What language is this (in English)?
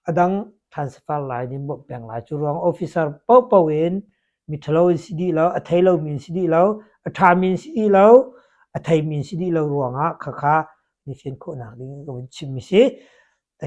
Hakha Chin